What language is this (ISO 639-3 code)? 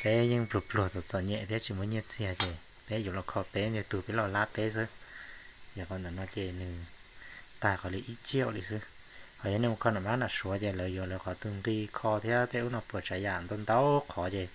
hmn